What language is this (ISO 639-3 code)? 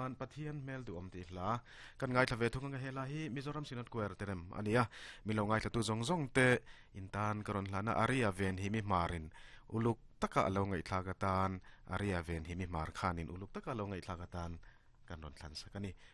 lus